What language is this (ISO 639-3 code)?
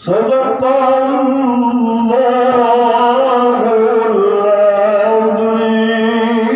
ace